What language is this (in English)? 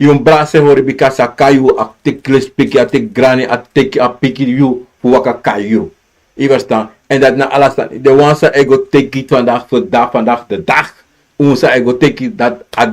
Sranan Tongo